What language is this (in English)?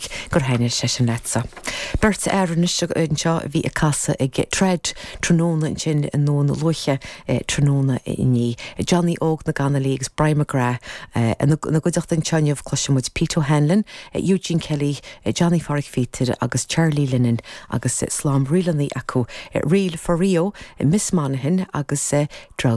Irish